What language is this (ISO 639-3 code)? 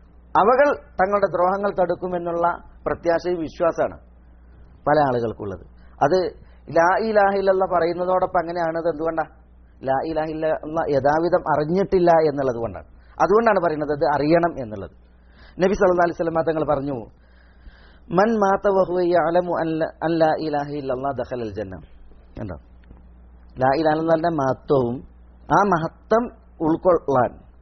mal